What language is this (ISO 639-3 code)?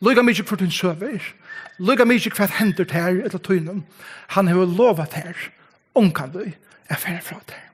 fao